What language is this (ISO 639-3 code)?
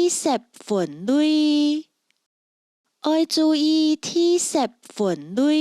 hak